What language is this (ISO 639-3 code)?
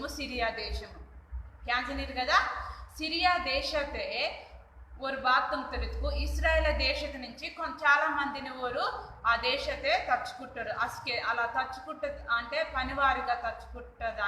kff